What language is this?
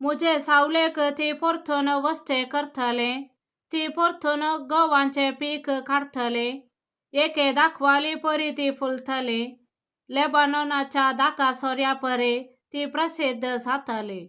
Konkani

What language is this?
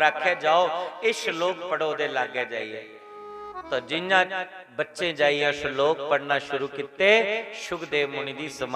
Dogri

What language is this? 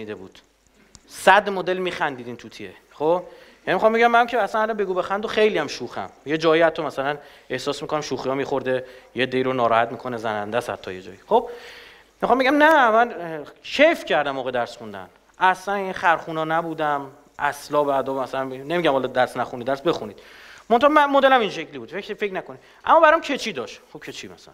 Persian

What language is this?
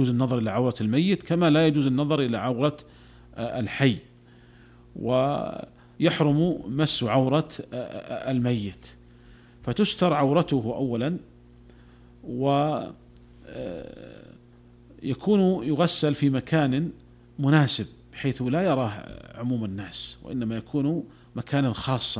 Arabic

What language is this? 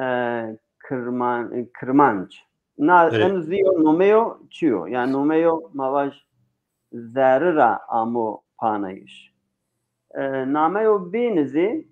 Zaza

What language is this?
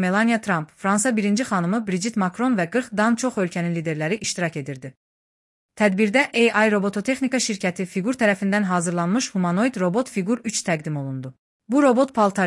Azerbaijani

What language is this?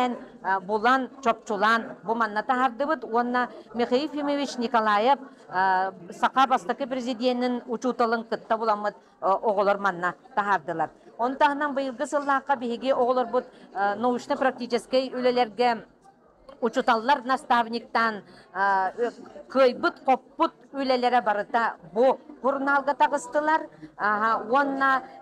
Yakut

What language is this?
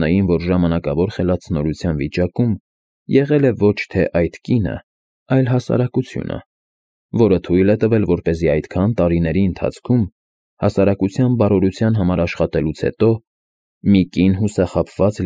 Armenian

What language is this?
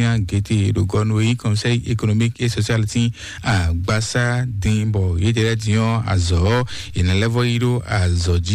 Fon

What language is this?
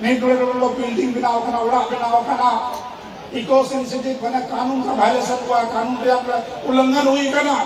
Santali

